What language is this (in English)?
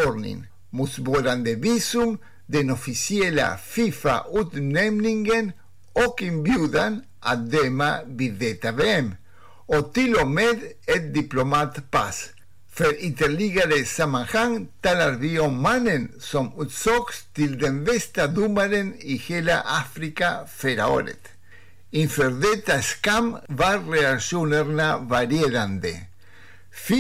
Swedish